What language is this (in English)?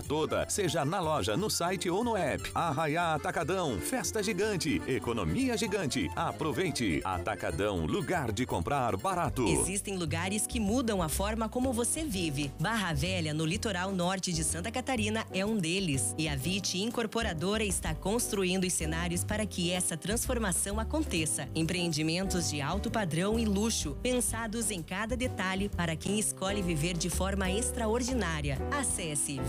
Portuguese